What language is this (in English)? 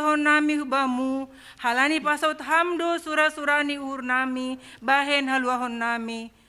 Batak Simalungun